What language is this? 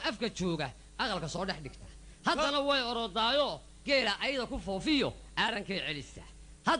Somali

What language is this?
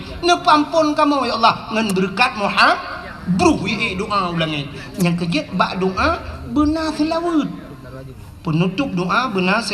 Achinese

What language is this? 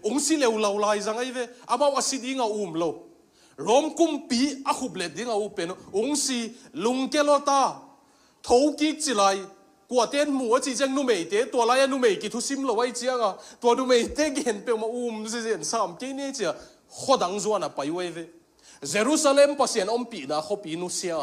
Tedim Chin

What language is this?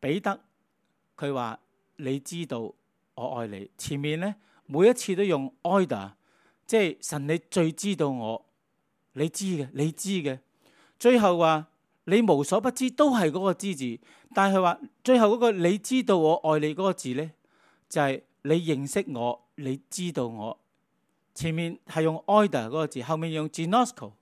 Cantonese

